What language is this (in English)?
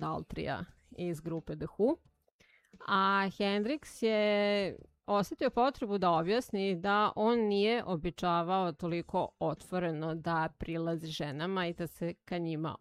Serbian